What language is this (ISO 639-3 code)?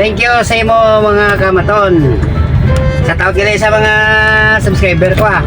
hil